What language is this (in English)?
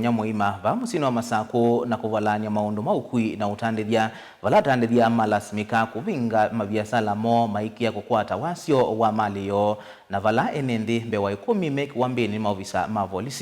Kamba